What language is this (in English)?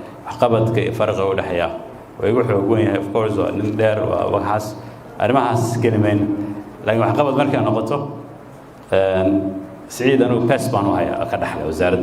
Somali